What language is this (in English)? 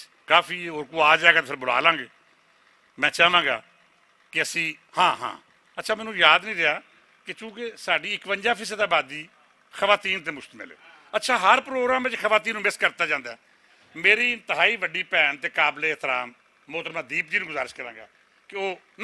Western Panjabi